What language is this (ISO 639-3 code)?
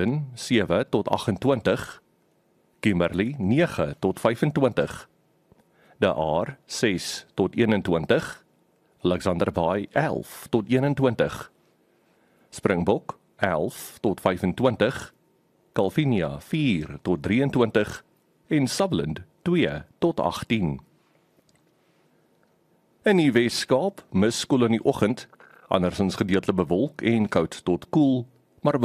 afr